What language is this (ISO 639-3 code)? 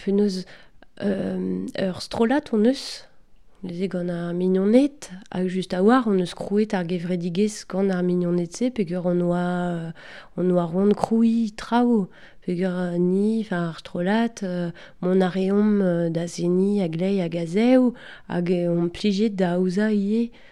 bre